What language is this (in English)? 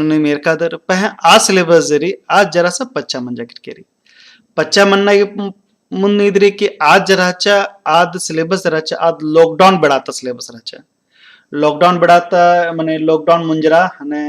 Kurukh